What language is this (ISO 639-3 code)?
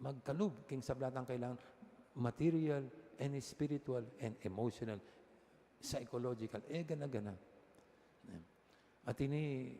pam